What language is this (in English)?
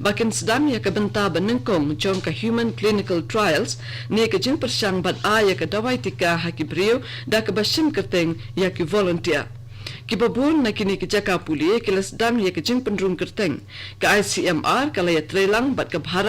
Khasi